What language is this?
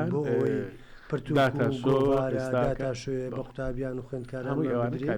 Central Kurdish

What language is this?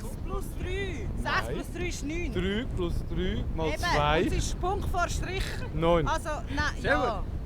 Tigrinya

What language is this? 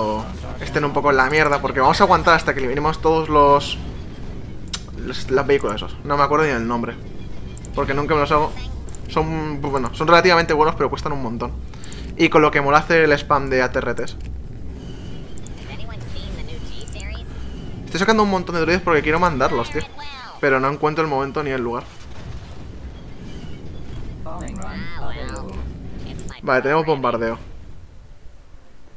Spanish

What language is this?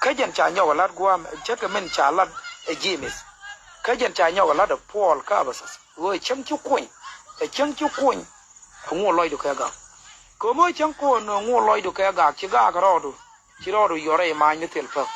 Nuer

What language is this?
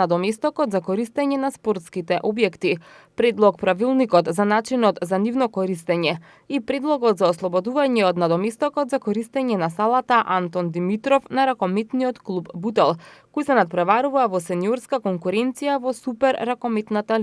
Macedonian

